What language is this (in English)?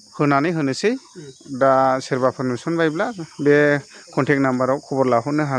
Bodo